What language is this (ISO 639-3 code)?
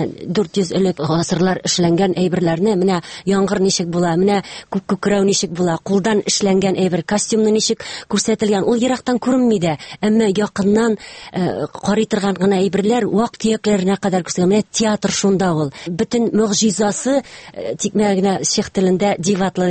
tat